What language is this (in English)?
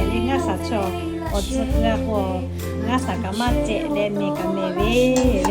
Lahu